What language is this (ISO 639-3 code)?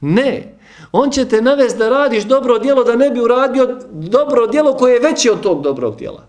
bos